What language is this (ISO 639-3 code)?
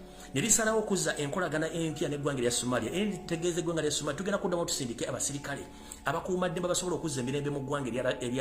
lug